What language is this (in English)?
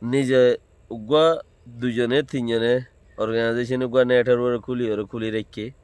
Rohingya